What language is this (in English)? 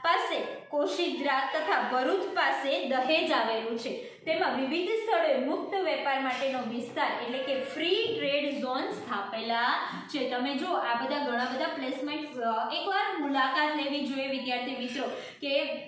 Gujarati